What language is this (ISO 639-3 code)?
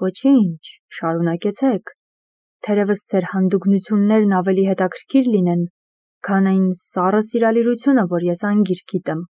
hye